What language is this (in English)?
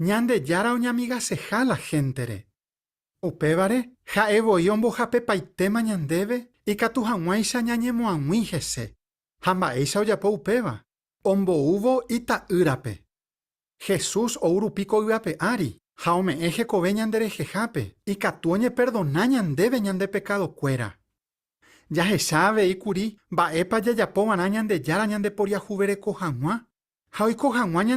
Guarani